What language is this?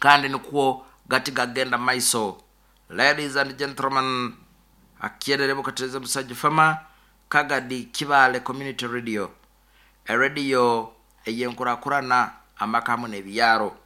Nyoro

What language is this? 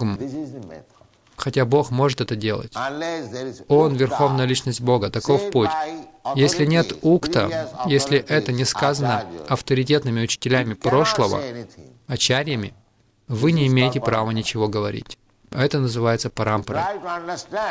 Russian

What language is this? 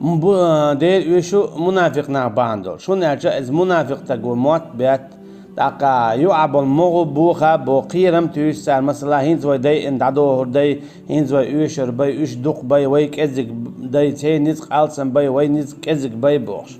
Chechen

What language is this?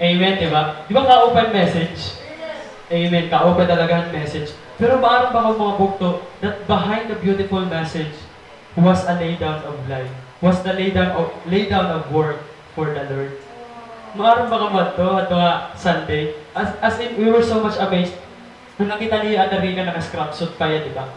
Waray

